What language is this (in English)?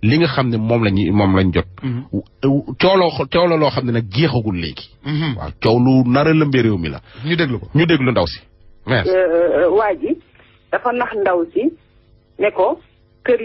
Wolof